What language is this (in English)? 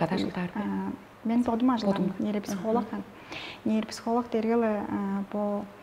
Tuvinian